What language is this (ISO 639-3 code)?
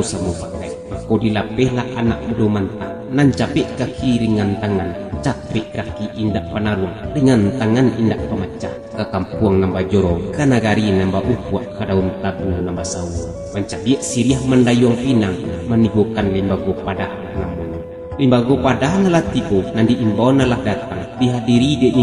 min